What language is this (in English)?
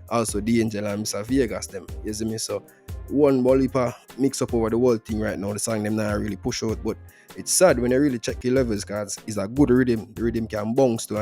Jamaican Creole English